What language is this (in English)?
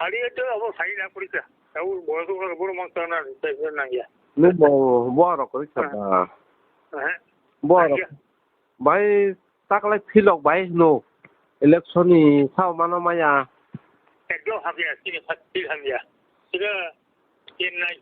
Kok Borok